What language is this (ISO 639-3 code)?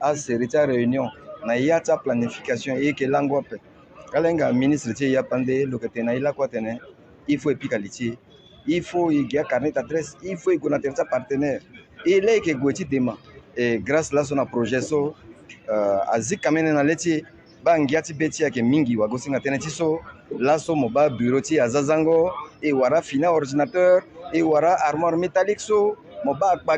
sag